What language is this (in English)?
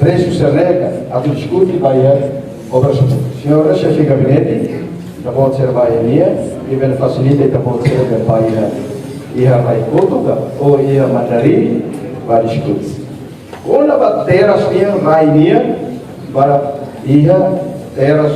Tetum